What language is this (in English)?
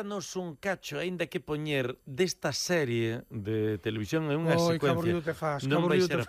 Galician